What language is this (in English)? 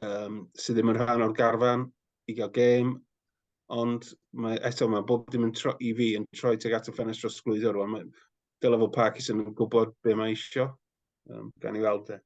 Welsh